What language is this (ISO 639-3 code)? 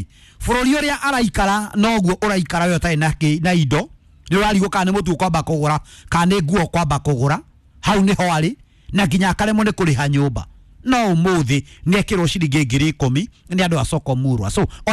kik